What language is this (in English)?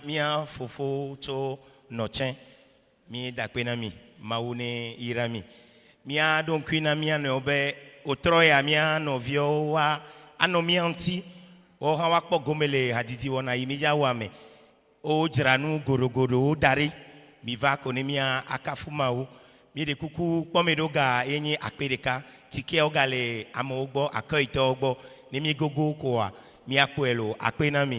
Ewe